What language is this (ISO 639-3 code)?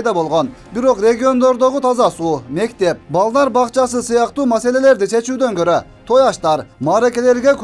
kir